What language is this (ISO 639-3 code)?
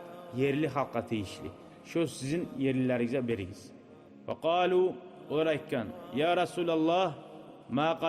kum